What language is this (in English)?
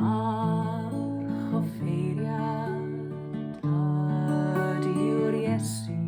Welsh